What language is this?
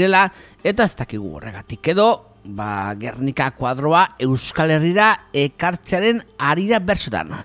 Basque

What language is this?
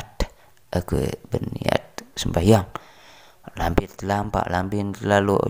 Sasak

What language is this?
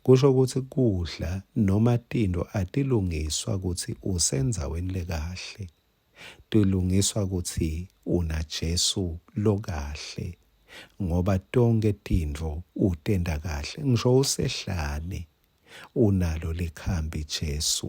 Swati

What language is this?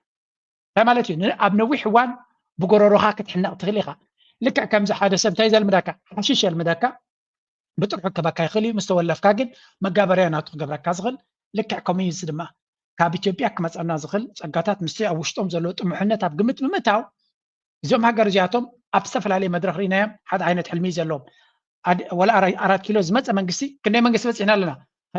Tigrinya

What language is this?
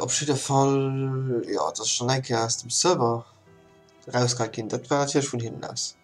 Luxembourgish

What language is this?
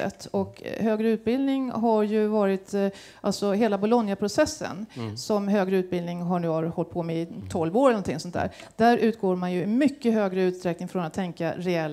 Swedish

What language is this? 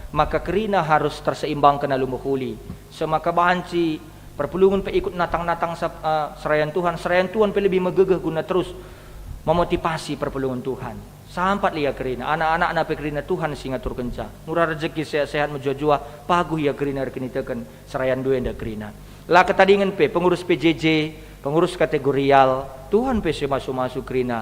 Batak Karo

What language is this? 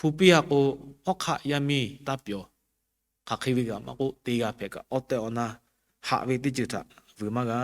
Lahu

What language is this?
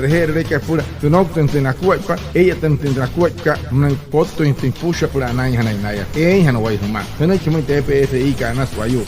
Wayuu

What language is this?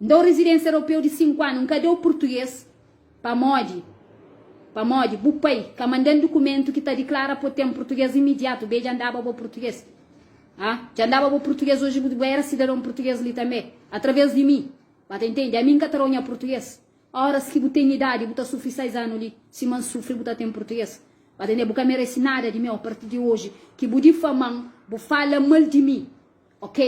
Kabuverdianu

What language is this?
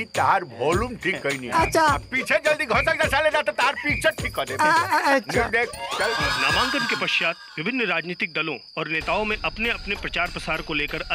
Bhojpuri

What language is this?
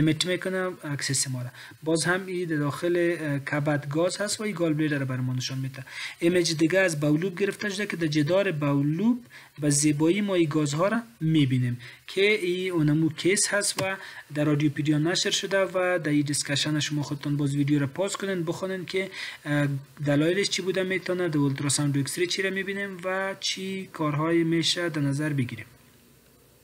Persian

